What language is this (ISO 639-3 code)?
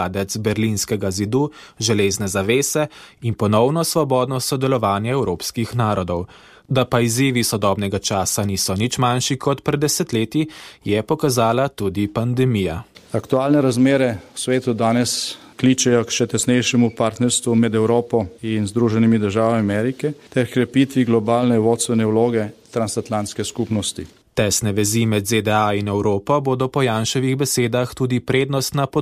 slv